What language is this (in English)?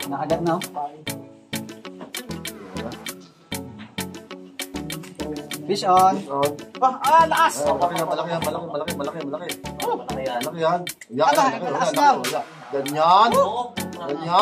Filipino